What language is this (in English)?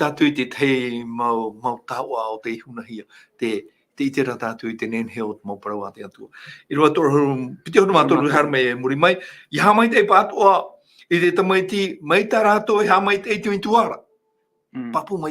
Tahitian